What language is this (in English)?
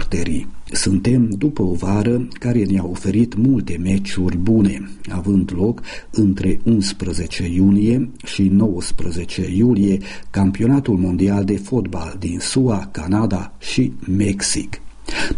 Romanian